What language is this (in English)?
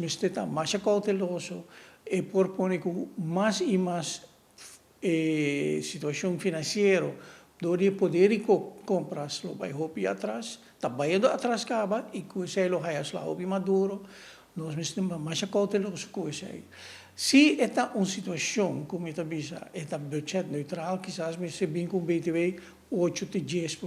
Papiamento